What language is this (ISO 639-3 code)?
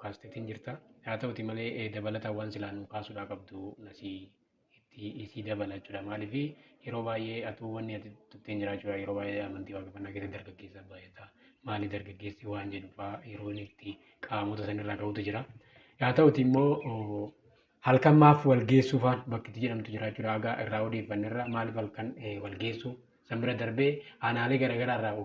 orm